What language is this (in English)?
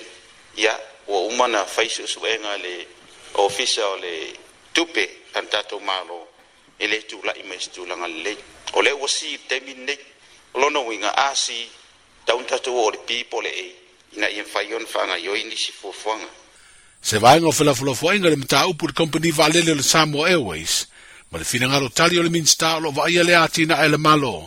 Samoan